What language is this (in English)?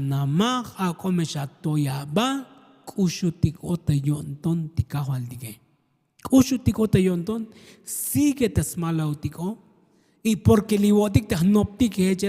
Tzotzil